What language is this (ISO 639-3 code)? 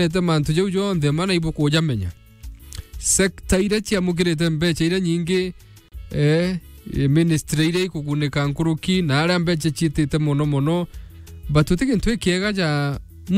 mer